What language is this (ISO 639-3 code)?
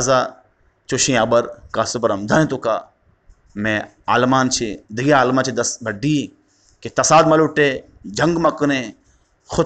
bgp